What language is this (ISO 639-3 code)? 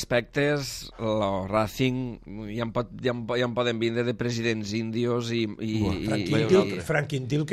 cat